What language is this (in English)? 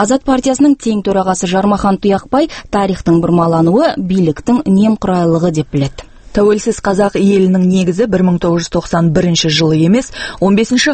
Kazakh